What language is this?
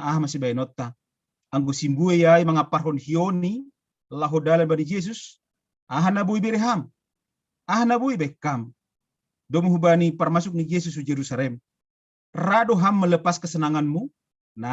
Batak Simalungun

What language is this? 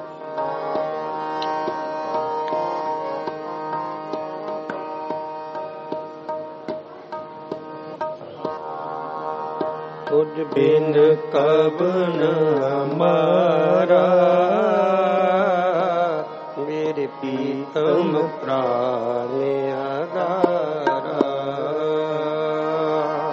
Punjabi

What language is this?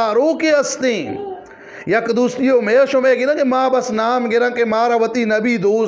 Eastern Balochi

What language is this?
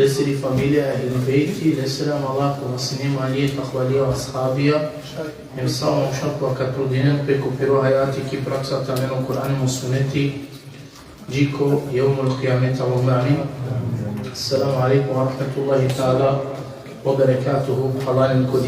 Balkan Romani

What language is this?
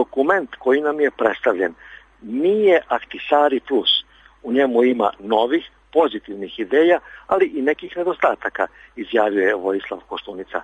Serbian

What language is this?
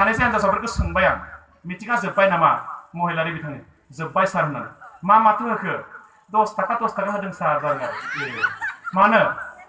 Bodo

